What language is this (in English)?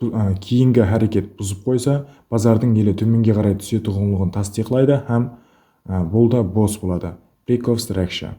Kara-Kalpak